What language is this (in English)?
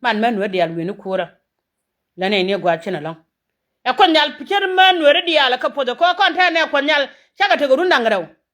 Nuer